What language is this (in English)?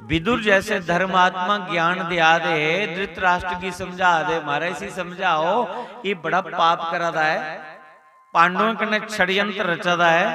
Dogri